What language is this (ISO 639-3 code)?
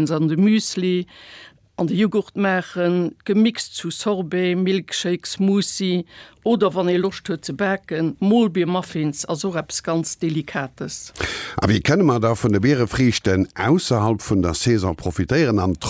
ltz